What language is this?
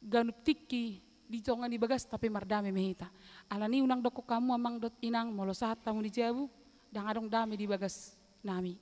Batak Toba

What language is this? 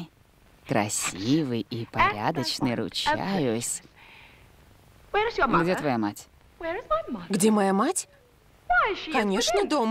Russian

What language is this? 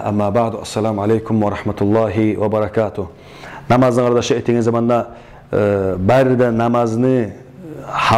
Kumyk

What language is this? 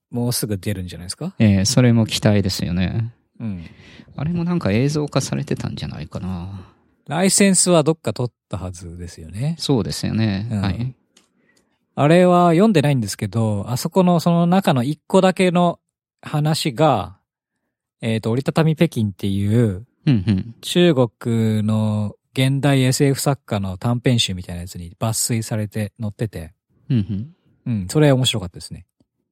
Japanese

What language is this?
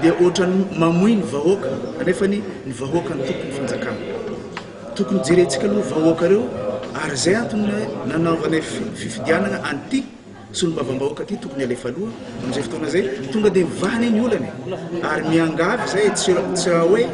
Malagasy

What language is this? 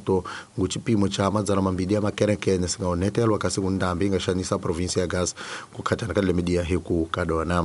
Tsonga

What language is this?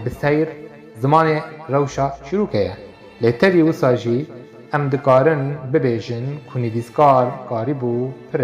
Kurdish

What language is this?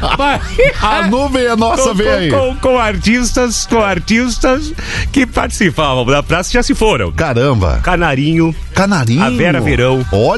Portuguese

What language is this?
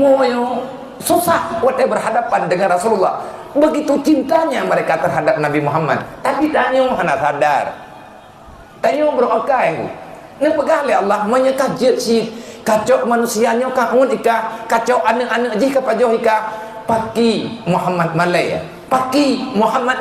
Achinese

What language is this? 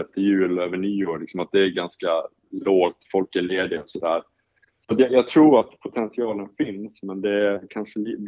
Swedish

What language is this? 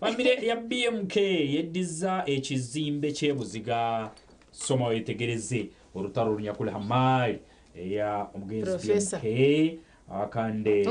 Nyankole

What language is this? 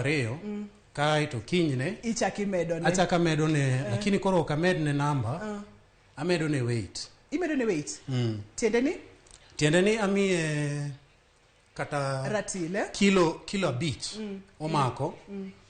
Luo (Kenya and Tanzania)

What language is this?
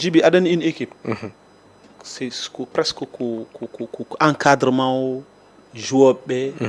Fula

